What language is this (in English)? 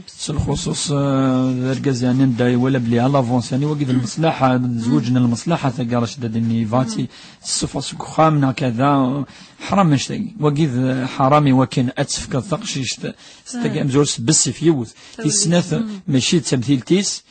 Kabyle